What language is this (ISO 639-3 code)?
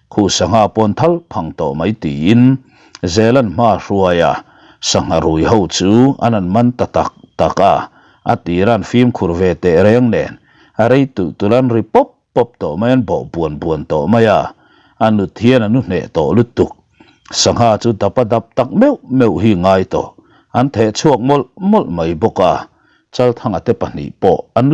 lus